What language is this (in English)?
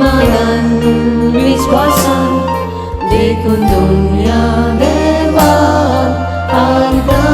Konkani